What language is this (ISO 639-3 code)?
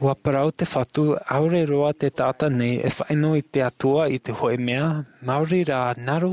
tah